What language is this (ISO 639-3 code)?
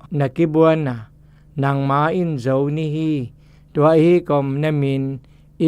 zom